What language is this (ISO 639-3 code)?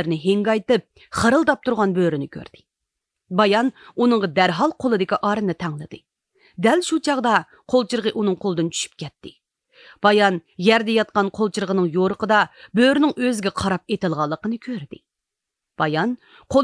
uig